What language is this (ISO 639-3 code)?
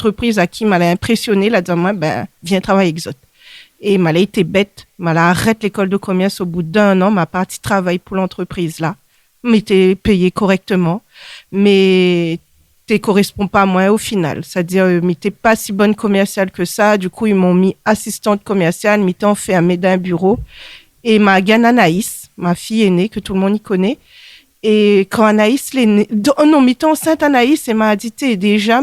rcf